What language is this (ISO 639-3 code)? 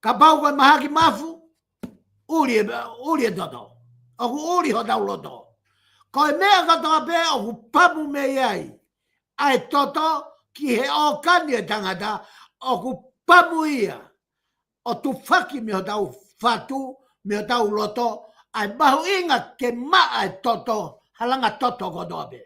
ton